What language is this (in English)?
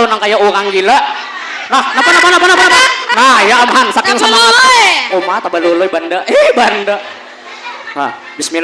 Banjar